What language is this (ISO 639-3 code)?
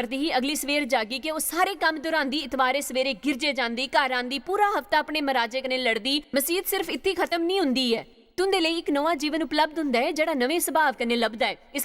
doi